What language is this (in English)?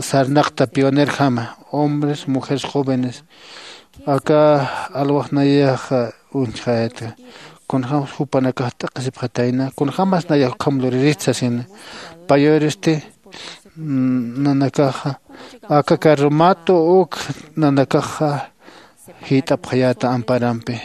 Aymara